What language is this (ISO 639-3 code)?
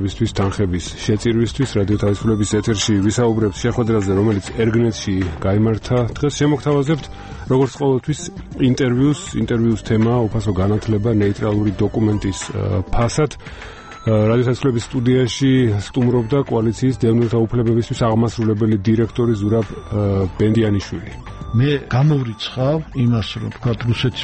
kat